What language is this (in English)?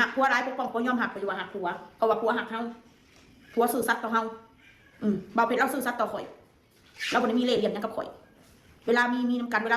Northeastern Thai